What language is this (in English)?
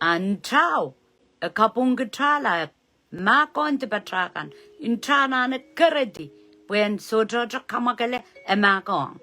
Pohnpeian